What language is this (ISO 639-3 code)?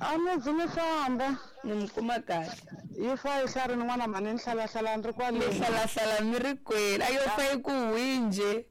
tso